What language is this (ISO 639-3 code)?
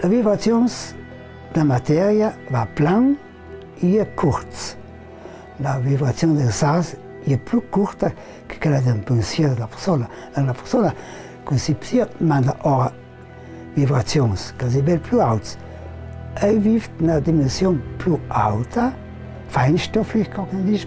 lld